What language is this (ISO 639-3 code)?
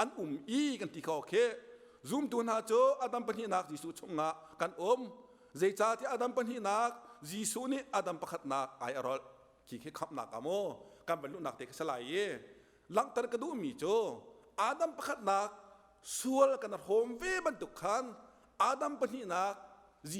cnh